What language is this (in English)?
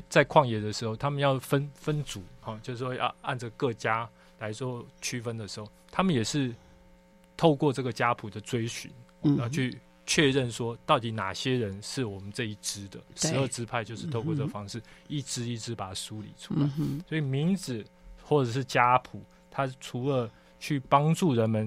Chinese